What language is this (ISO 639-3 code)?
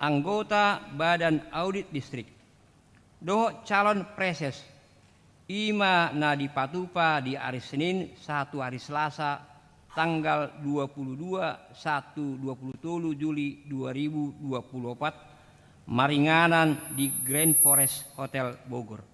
bbc